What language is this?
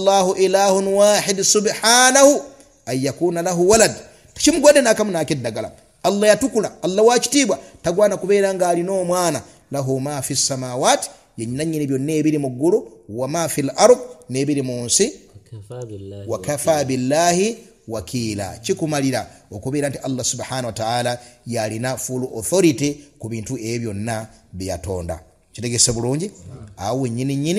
Ganda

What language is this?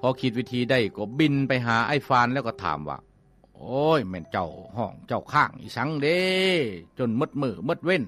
Lao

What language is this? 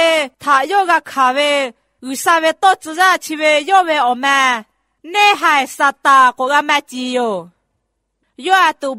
Lahu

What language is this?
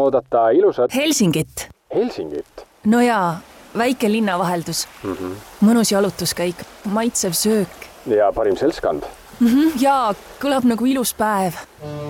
Estonian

